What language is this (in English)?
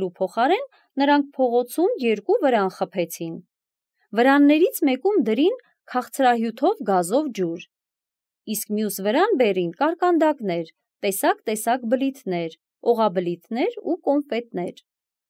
Armenian